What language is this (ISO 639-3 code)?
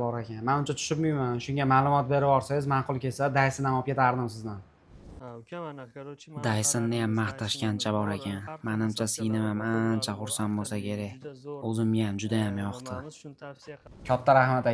uzb